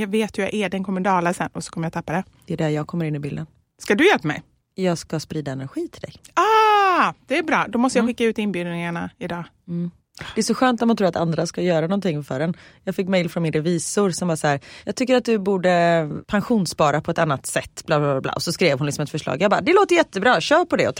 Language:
Swedish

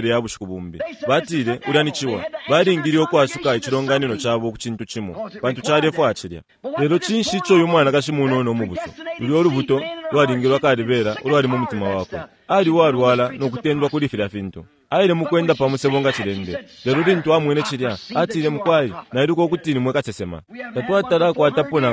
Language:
Bemba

